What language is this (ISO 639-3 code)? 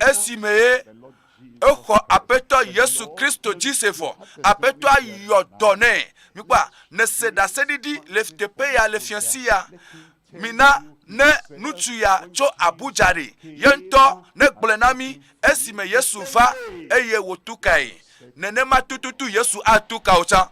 ewe